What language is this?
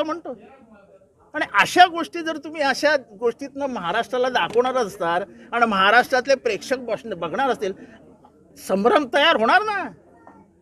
Marathi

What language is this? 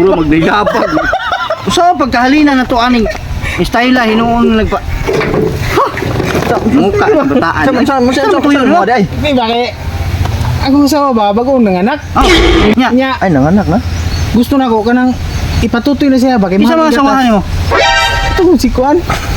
Cebuano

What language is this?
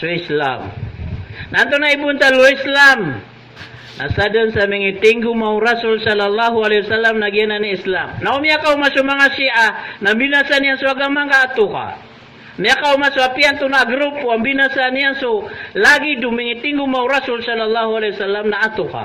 Maranao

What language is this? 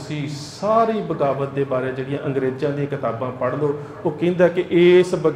Punjabi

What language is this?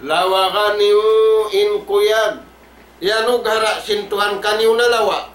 Tausug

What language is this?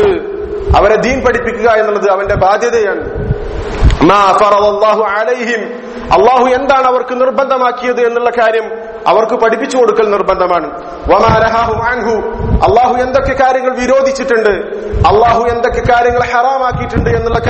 Malayalam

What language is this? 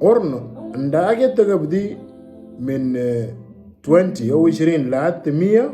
Moro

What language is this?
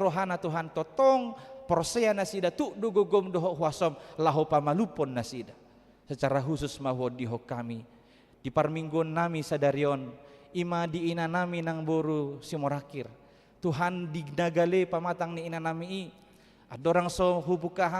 Batak Toba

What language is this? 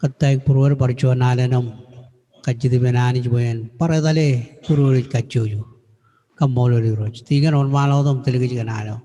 Marshallese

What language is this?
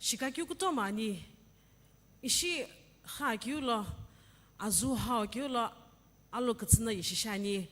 Sumi Naga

